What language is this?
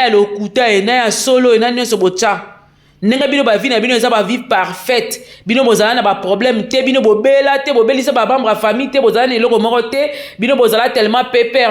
Lingala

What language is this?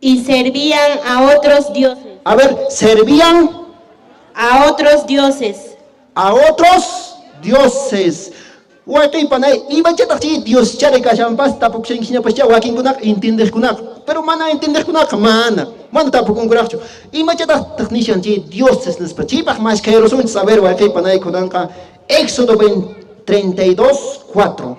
Quechua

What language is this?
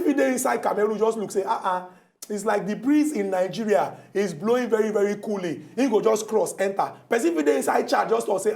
Nigerian Pidgin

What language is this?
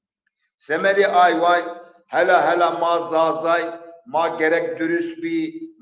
Zaza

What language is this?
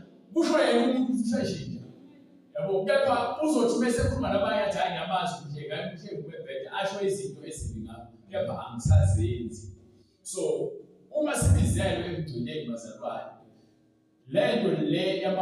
Zulu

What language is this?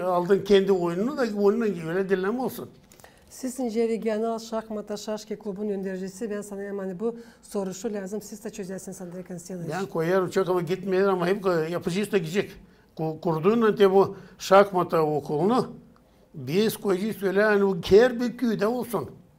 Gagauz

